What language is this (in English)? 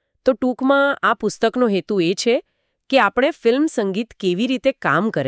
Gujarati